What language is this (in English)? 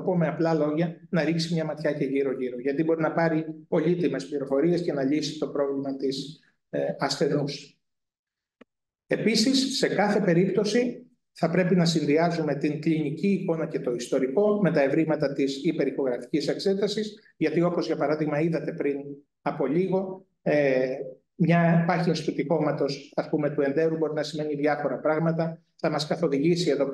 Greek